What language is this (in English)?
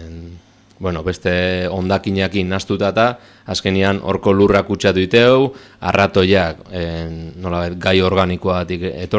Basque